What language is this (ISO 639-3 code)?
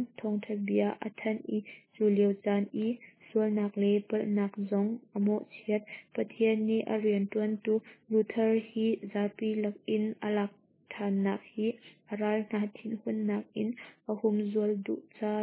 cnh